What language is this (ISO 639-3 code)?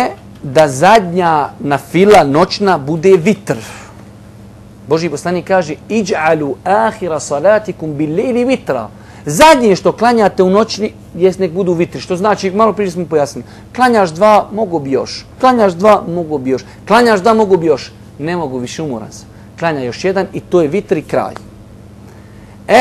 bos